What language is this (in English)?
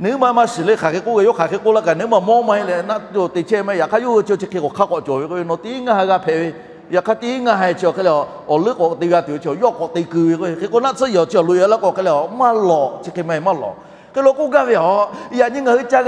Lahu